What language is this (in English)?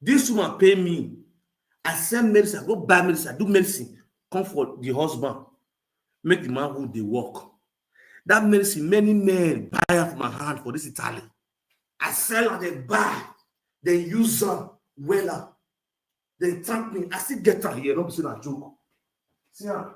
Nigerian Pidgin